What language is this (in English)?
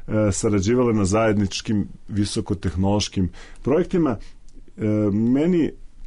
Serbian